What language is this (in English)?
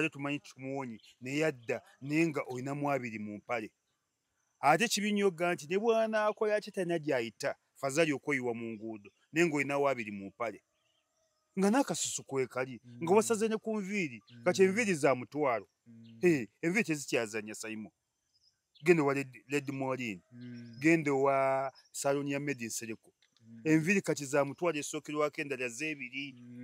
Ganda